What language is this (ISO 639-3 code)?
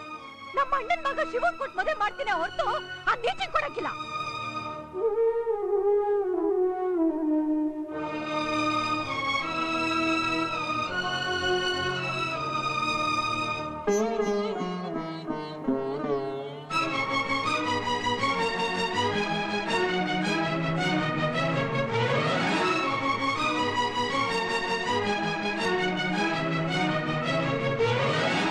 kan